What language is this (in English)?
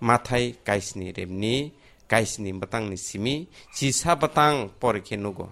Kok Borok